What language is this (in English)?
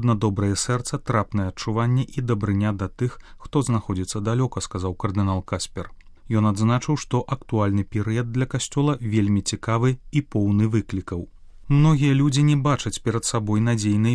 Belarusian